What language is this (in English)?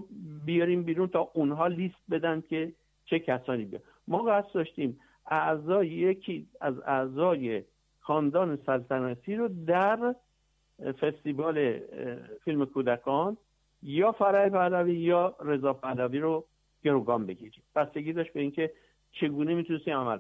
Persian